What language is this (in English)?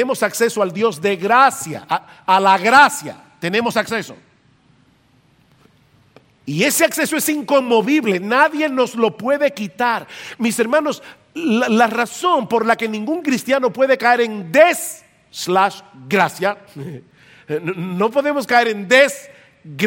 Spanish